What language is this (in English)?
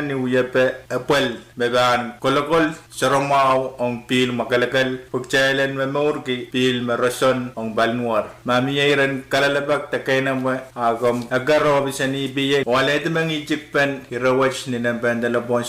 Pohnpeian